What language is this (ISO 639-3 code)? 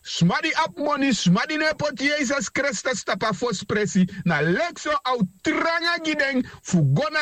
srn